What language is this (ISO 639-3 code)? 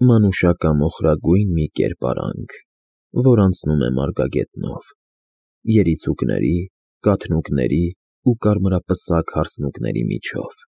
hye